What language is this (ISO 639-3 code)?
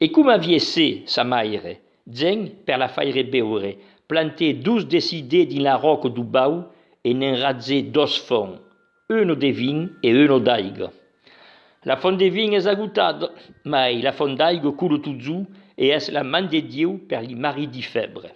oci